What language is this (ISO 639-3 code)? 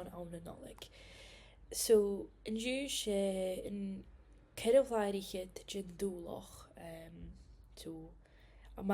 gla